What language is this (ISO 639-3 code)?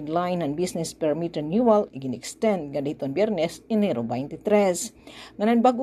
war